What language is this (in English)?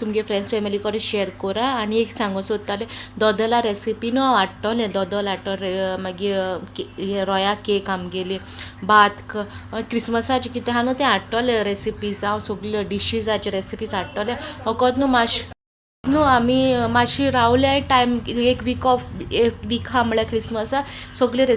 Konkani